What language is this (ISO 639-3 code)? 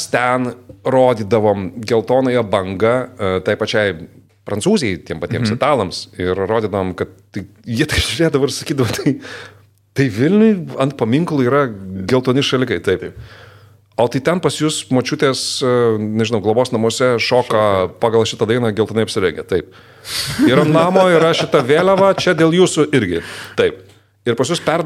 lit